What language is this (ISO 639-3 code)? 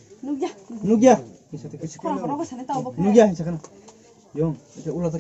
trp